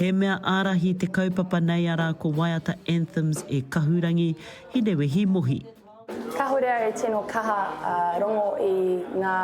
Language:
Māori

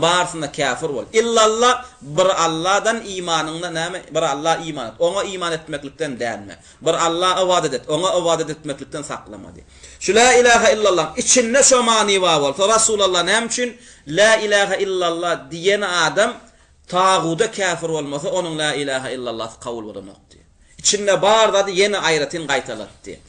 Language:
Turkmen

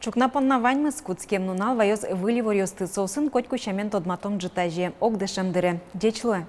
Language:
Udmurt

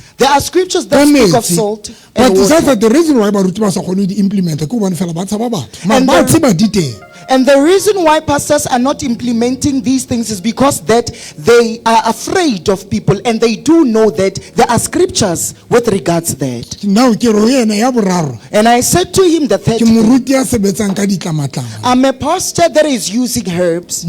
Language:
Southern Sotho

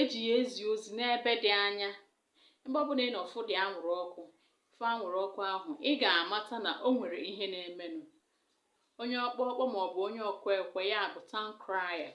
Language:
Igbo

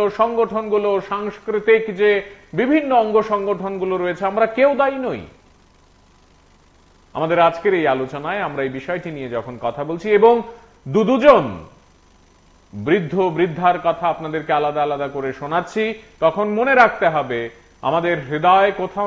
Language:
Bangla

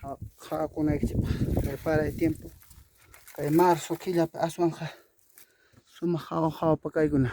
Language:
Ayacucho Quechua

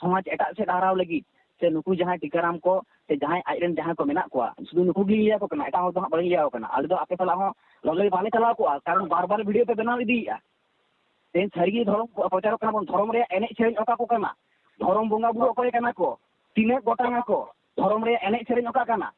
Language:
Santali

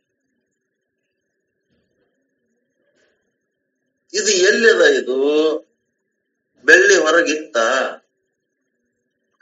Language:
Kannada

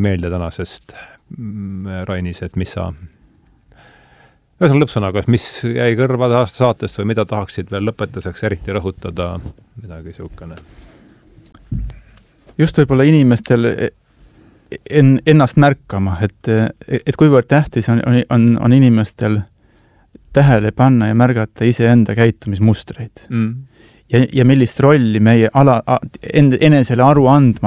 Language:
Estonian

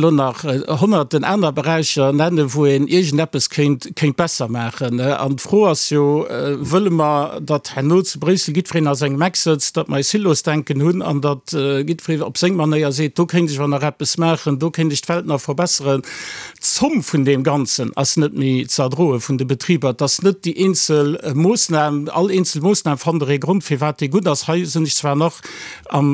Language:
Luxembourgish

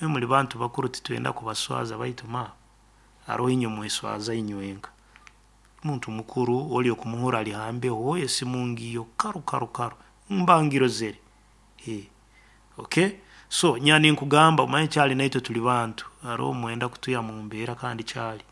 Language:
Nyoro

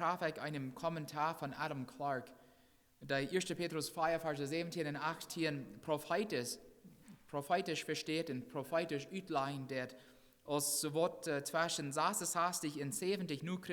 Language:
Plautdietsch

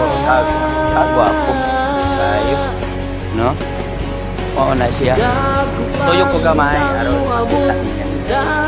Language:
Cebuano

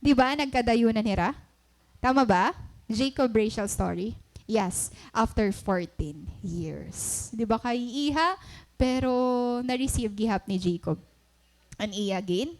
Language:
Waray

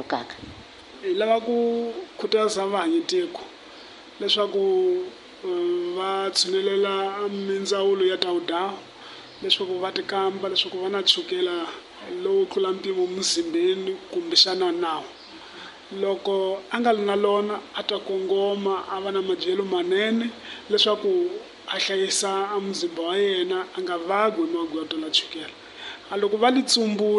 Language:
Tsonga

